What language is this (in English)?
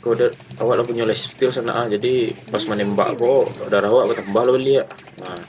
Minangkabau